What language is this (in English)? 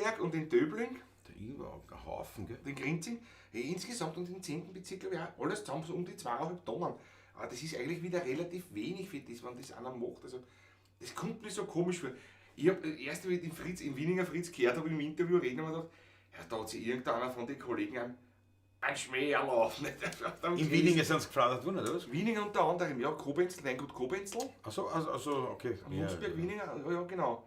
Bavarian